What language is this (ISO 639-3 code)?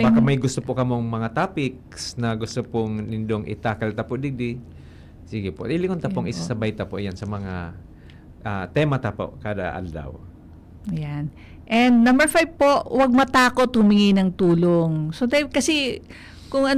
bik